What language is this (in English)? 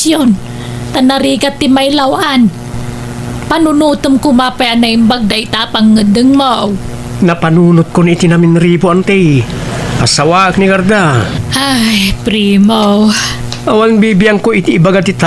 Iloko